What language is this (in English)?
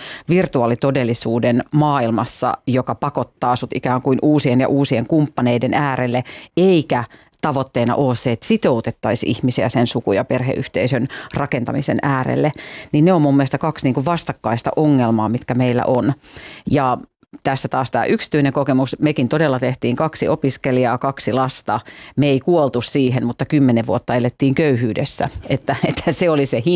Finnish